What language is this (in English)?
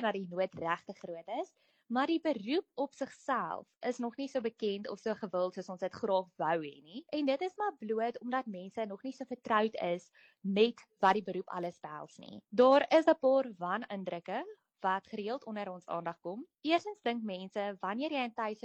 Afrikaans